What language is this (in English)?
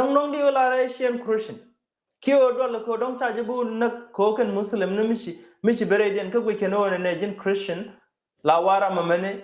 Nuer